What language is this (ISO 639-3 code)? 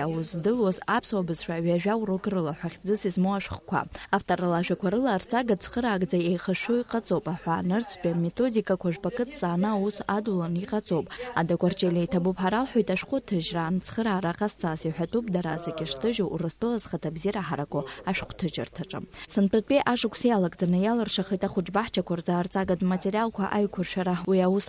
abk